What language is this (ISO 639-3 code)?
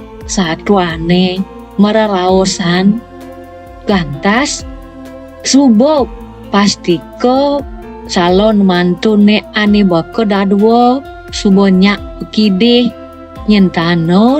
ban